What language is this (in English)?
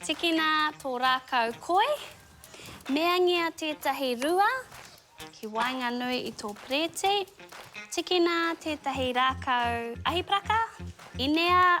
Māori